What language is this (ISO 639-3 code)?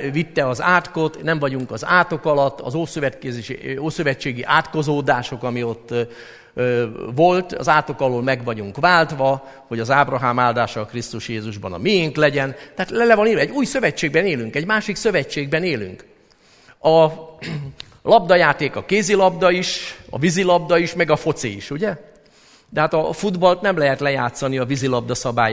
hun